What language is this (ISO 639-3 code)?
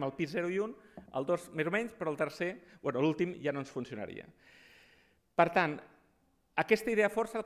cat